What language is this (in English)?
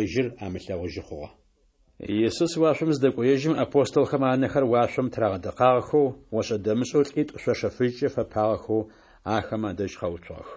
Adyghe